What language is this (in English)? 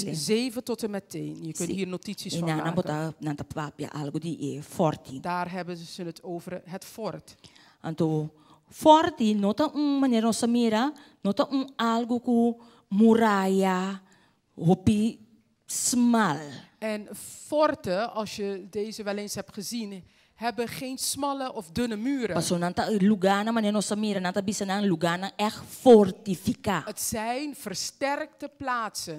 Papiamento